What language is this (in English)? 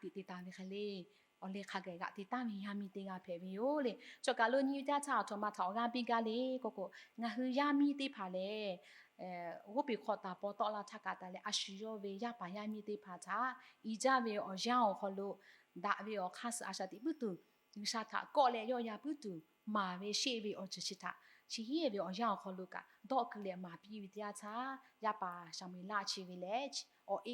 Lahu